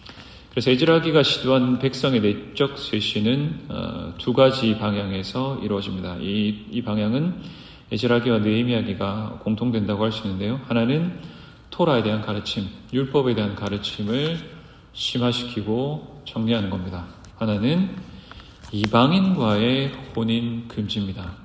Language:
Korean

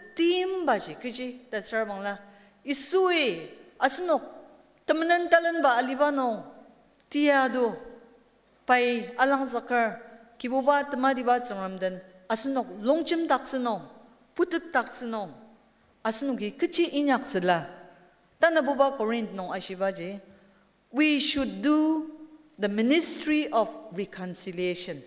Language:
Ao Naga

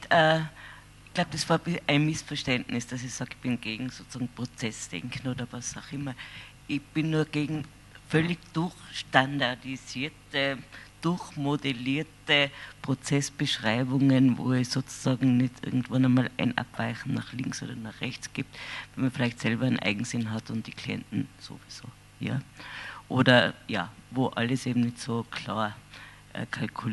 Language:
German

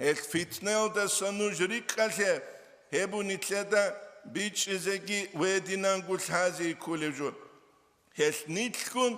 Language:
Avaric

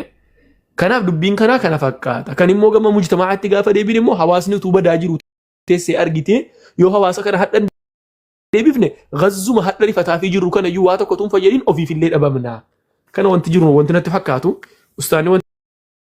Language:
Oromo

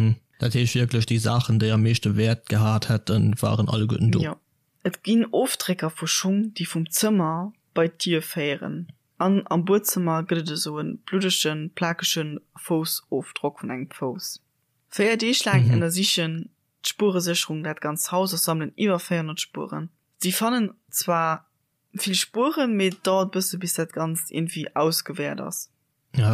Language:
Luxembourgish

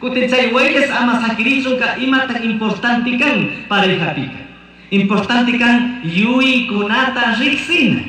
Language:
Chimborazo Highland Quichua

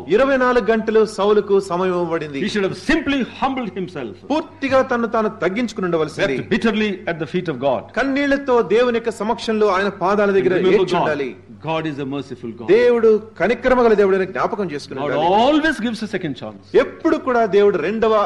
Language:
Telugu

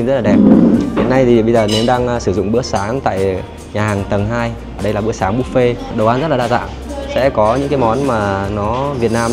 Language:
Vietnamese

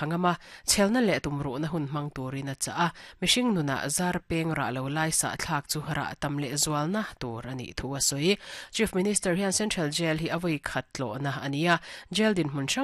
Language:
Mizo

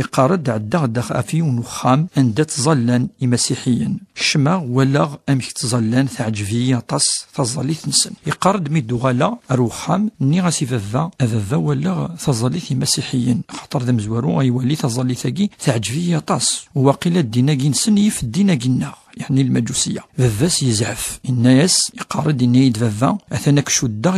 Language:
Kabyle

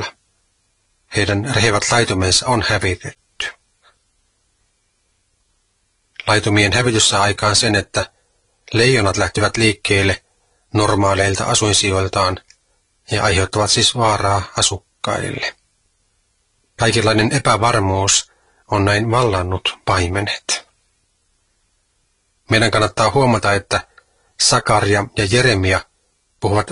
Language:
Finnish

